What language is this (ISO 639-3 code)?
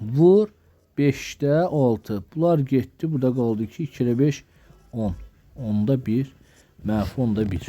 aze